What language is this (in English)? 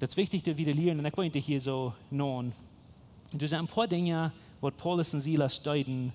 Plautdietsch